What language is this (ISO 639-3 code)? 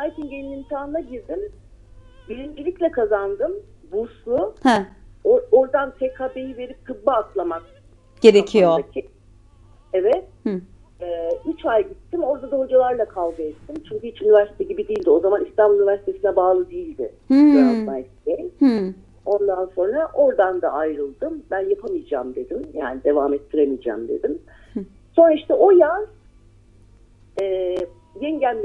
tur